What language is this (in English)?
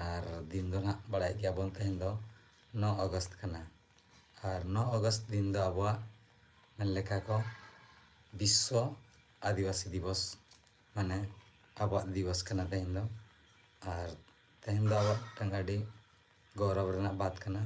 Santali